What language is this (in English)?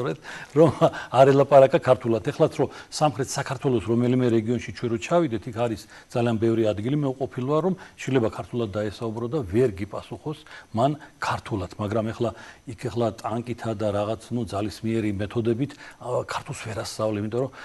Georgian